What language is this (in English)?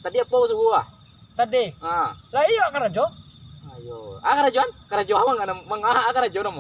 Minangkabau